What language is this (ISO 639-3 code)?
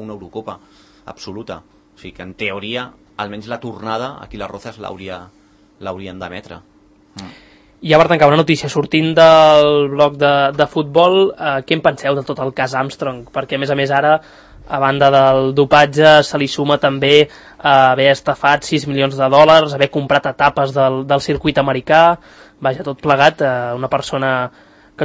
cat